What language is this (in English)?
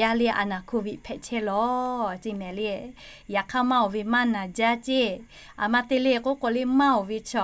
Lahu